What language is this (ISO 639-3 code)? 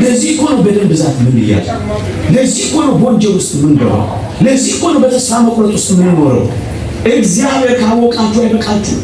amh